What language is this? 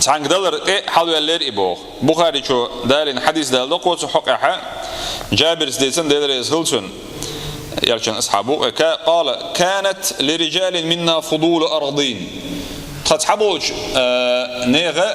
Chechen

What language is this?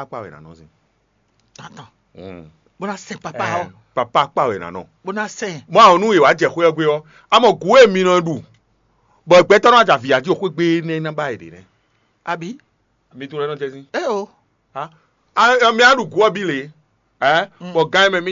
Fon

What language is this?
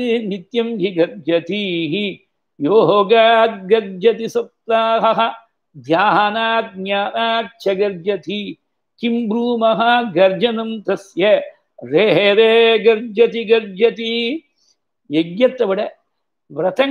Tamil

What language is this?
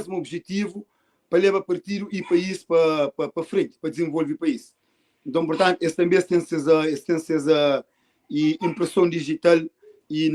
Kabuverdianu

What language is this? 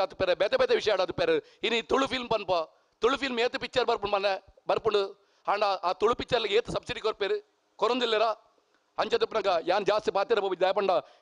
Tulu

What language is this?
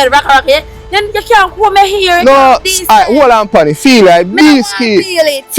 Jamaican Creole English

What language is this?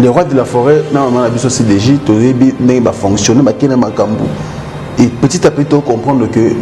Lingala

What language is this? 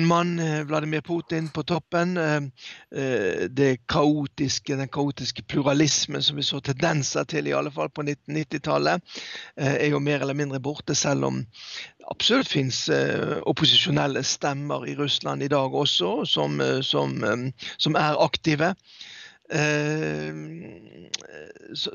Norwegian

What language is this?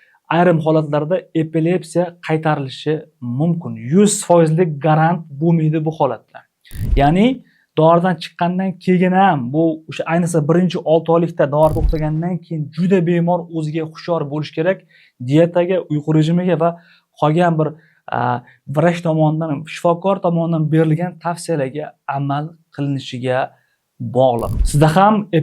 Uzbek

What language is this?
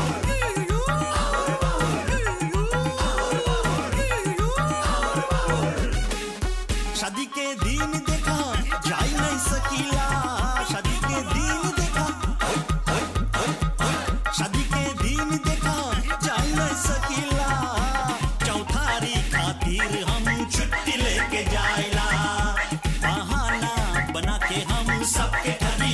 Bhojpuri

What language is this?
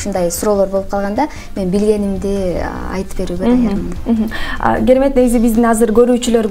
Kyrgyz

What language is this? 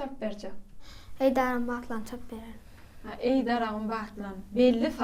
Turkmen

